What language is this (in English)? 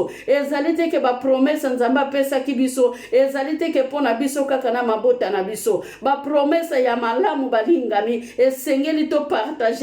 Lingala